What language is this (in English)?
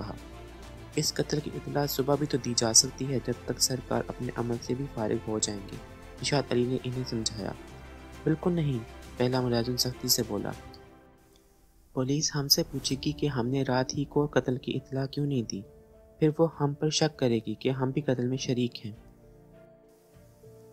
Urdu